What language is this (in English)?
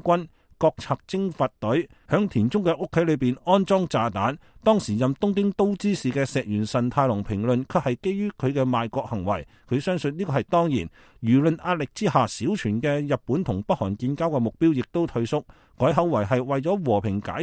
Cantonese